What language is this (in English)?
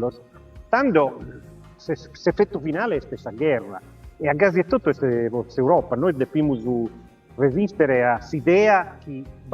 Sardinian